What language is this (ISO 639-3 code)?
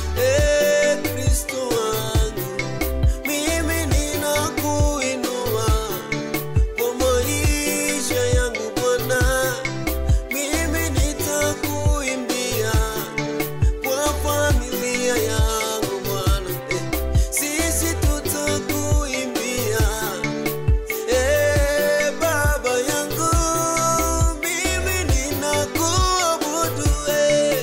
swa